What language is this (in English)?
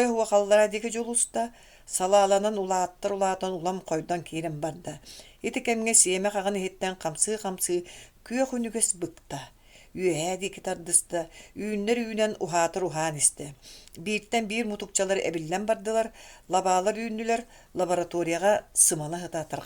Yakut